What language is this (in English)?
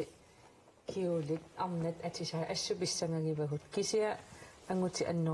Kalaallisut